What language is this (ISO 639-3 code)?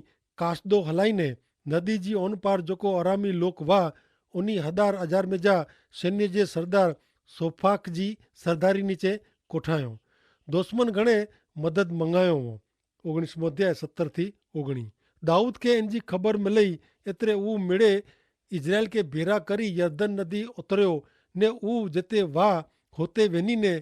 kfr